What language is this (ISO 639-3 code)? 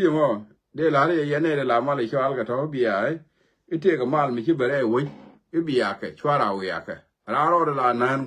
nus